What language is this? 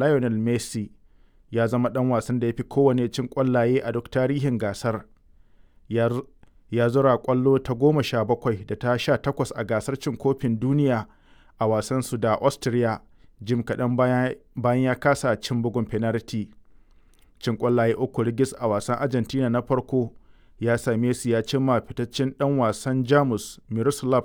Hausa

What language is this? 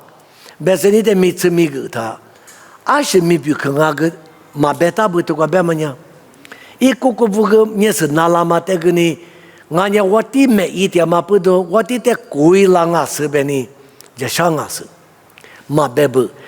Lisu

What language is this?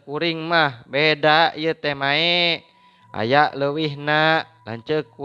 Sundanese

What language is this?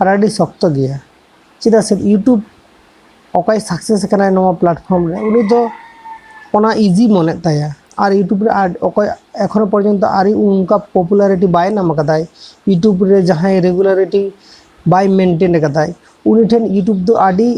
Santali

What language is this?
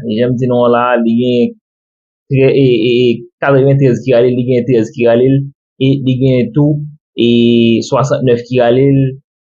Haitian Creole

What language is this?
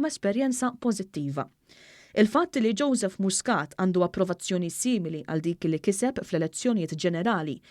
Maltese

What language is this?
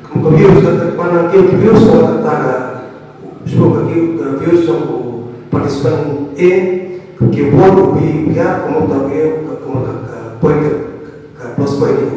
Khasi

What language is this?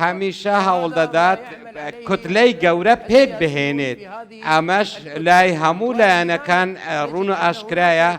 Central Kurdish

